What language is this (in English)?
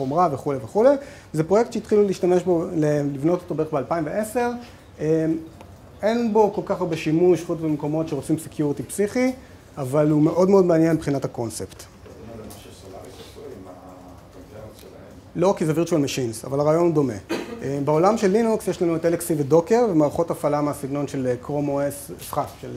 Hebrew